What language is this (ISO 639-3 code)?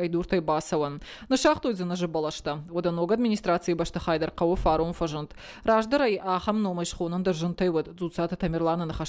oss